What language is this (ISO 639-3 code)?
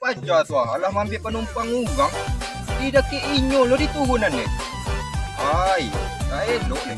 min